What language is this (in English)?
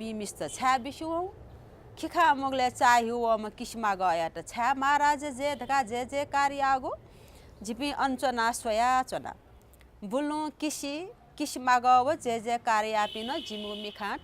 Newari